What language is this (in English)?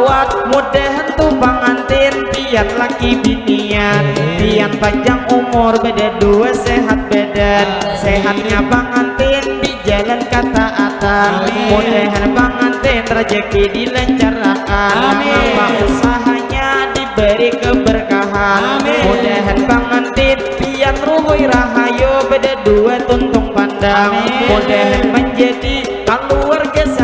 Banjar